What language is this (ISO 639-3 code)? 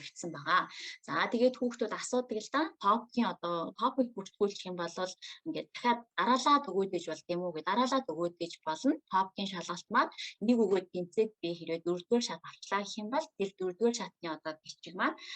mon